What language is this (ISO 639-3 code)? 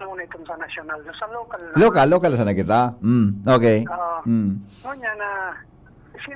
bik